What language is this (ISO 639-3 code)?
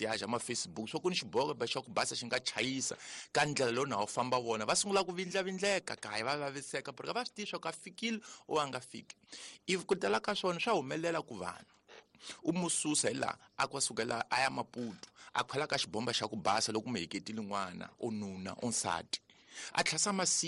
tso